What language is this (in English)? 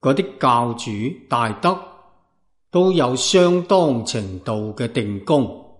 Cantonese